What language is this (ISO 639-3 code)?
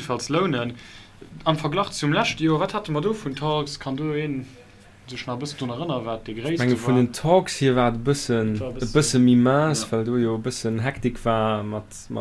ltz